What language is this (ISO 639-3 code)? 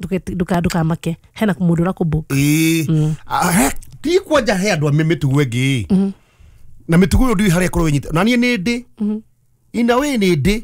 kik